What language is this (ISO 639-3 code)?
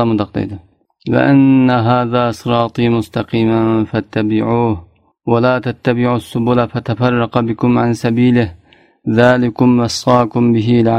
uig